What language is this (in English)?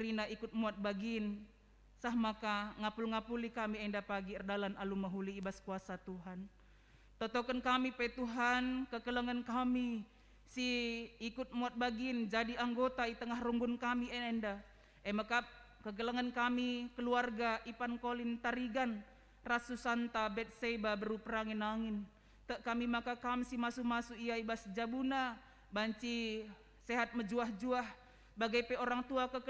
Batak Karo